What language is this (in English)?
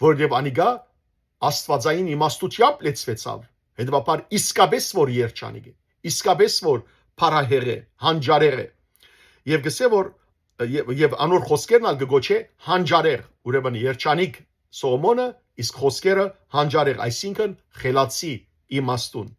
Western Armenian